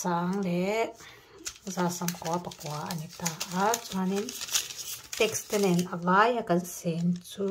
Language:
Mizo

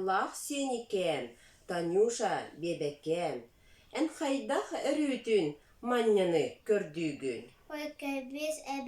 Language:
Yakut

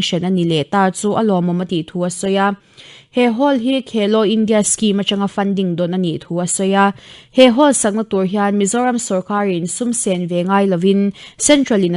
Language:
Mizo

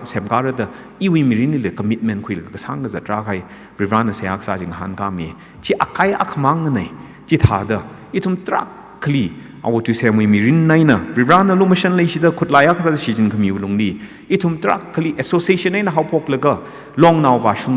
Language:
Tangkhul Naga (India)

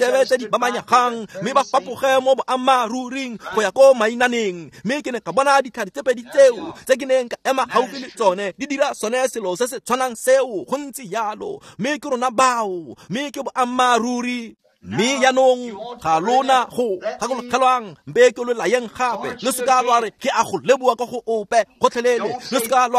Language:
Tswana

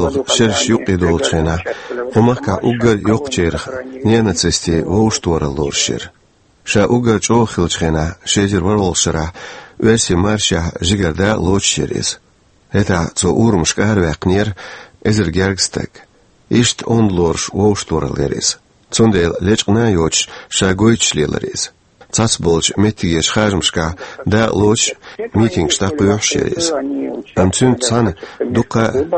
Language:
Chechen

